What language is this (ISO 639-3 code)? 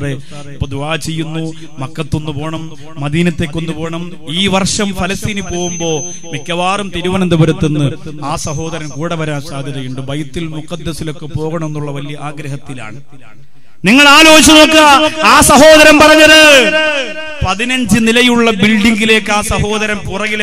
mal